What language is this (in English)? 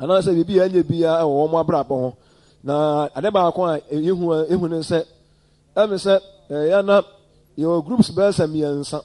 Akan